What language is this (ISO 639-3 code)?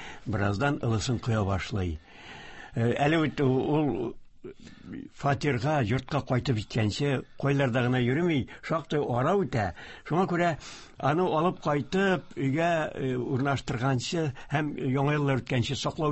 tat